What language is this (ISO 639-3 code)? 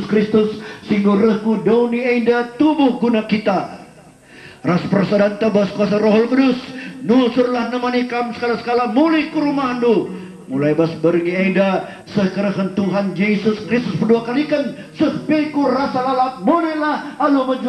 btx